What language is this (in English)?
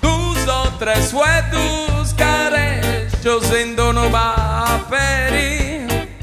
Sardinian